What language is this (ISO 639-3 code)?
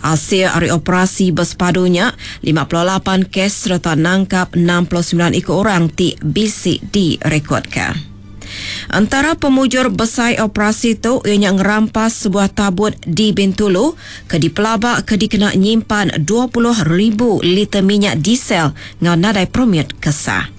iba